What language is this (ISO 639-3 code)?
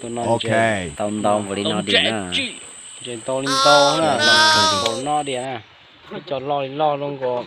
hmn